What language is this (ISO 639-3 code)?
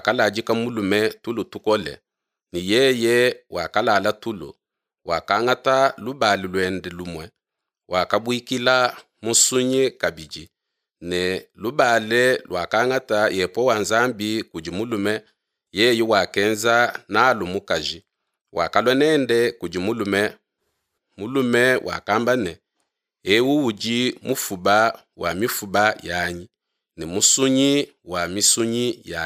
lua